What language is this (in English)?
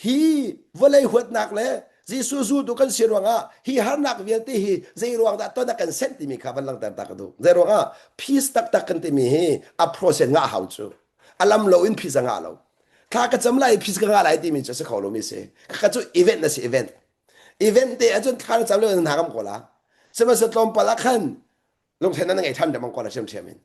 Hakha Chin